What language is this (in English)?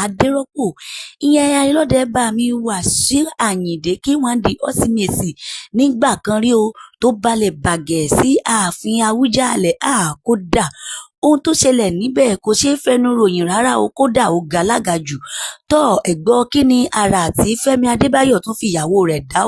Yoruba